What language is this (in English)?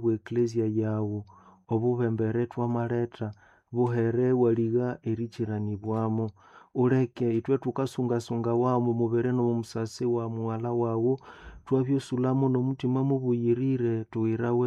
Nande